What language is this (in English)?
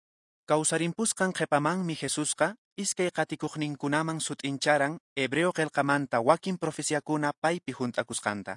Quechua